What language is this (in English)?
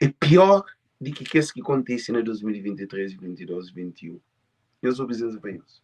Kabuverdianu